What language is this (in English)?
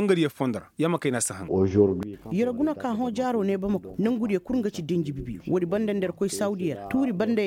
Koyraboro Senni